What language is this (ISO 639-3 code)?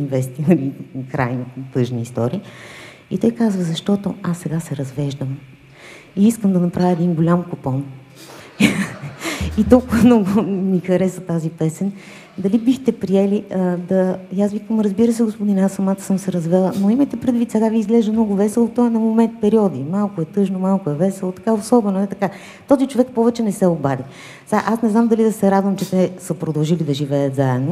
bul